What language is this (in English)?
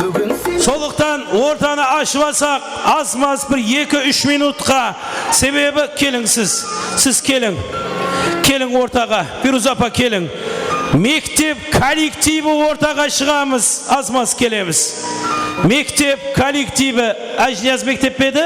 Kara-Kalpak